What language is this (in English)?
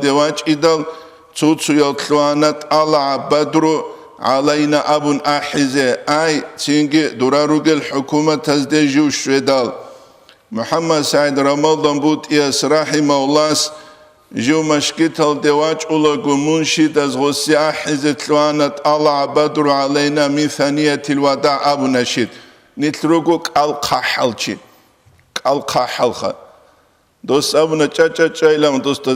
Avaric